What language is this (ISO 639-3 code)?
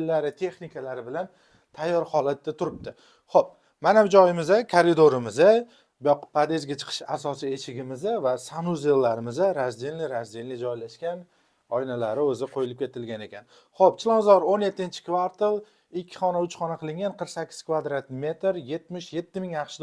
uzb